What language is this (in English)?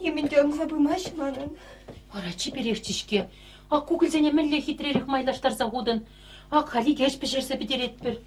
Chuvash